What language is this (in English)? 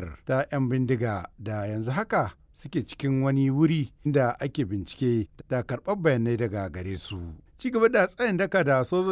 Hausa